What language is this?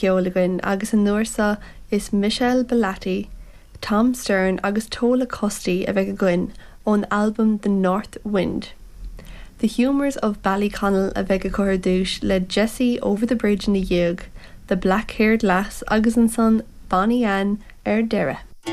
Irish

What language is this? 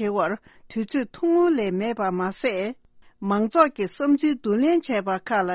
Tibetan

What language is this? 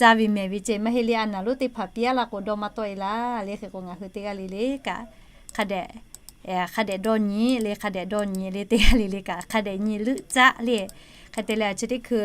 Lahu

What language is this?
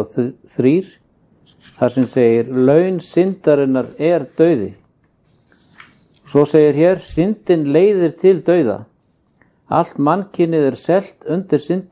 Icelandic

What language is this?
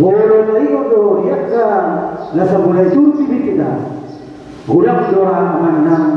Batak Toba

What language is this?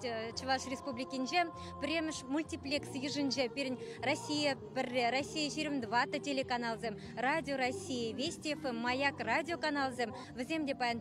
Chuvash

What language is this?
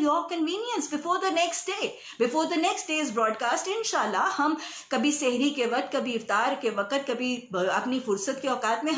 Urdu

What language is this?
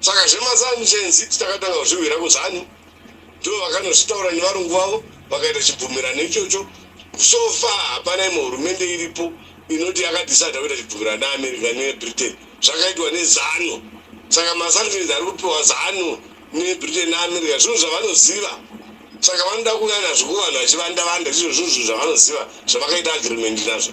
Shona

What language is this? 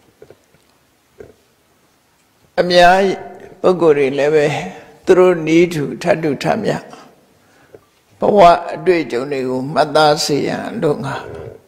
Burmese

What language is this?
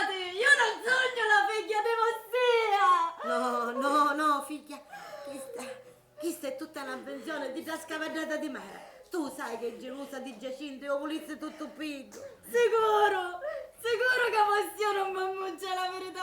Sicilian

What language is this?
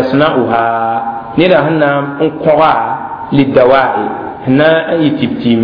Mossi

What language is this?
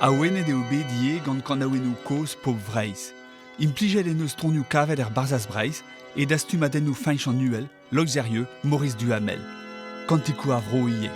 Breton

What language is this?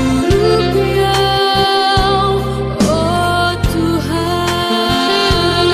Batak Simalungun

